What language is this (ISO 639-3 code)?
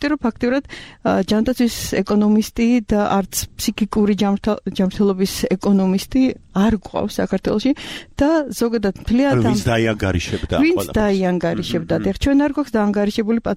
kat